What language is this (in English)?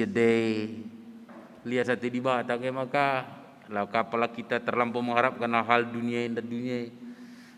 Batak Karo